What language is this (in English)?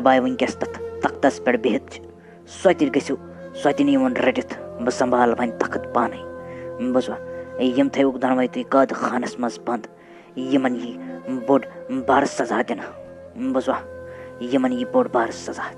Kashmiri